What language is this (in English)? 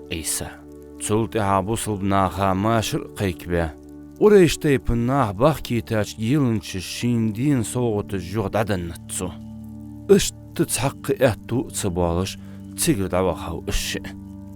Ingush